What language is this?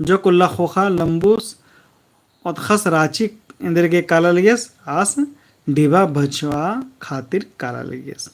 Kurukh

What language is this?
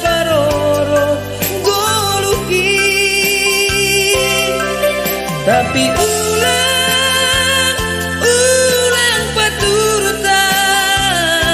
Batak Simalungun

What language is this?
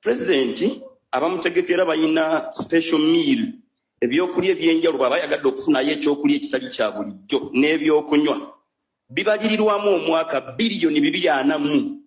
Ganda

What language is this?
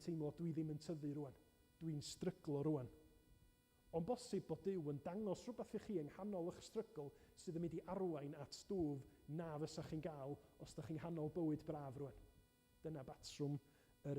Welsh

